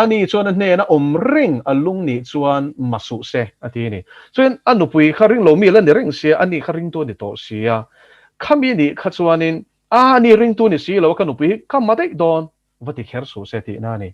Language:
Mizo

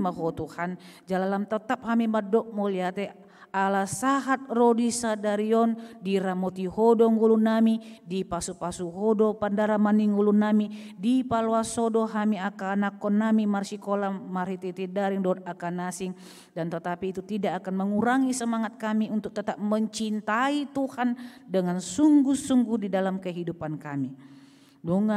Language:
Batak Toba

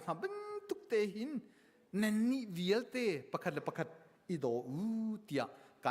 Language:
Hakha Chin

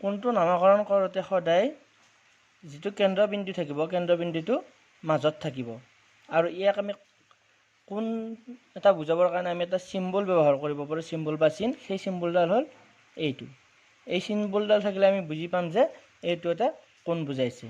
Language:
Assamese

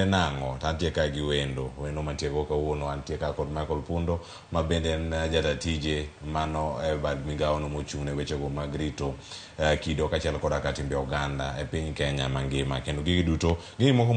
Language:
Luo (Kenya and Tanzania)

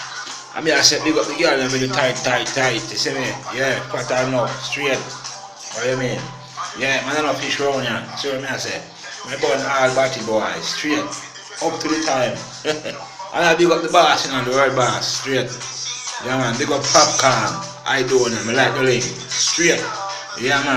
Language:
Jamaican Creole English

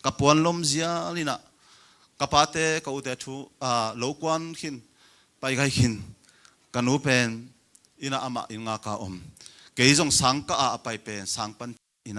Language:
Tedim Chin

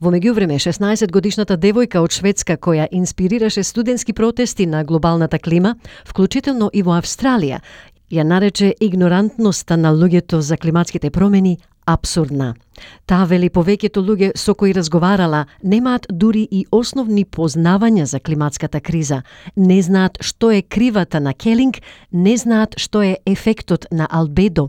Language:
Macedonian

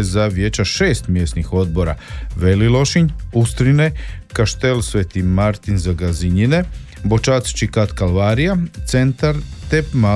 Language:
Croatian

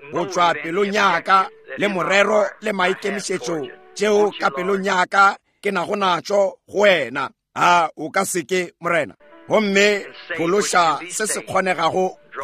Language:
Northern Sotho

